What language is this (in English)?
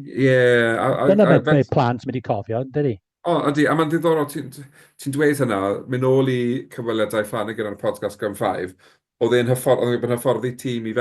Welsh